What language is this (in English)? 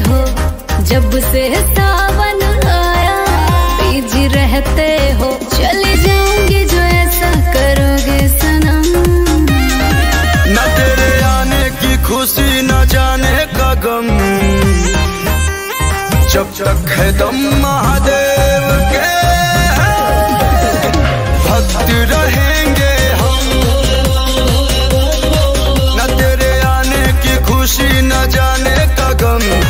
Bhojpuri